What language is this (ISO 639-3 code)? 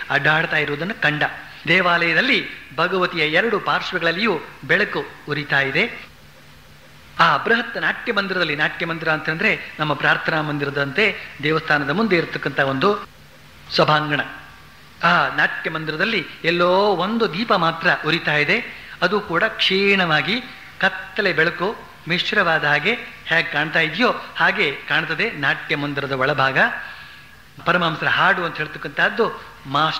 kan